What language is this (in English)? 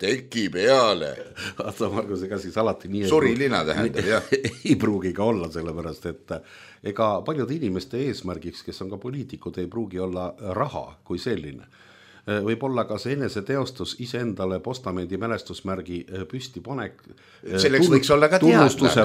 Estonian